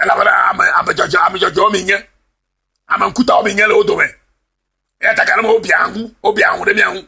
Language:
Ewe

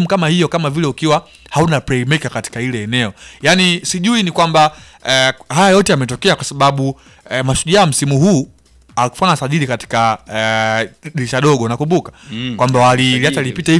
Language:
Swahili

